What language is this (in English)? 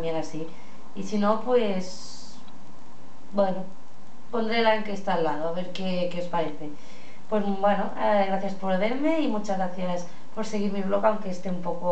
Spanish